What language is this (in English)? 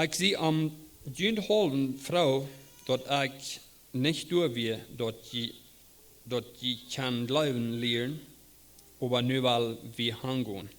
Plautdietsch